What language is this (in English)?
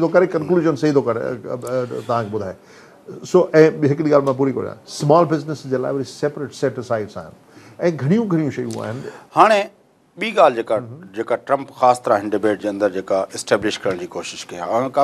Sindhi